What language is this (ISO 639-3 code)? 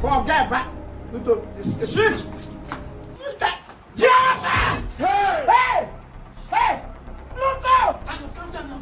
pcm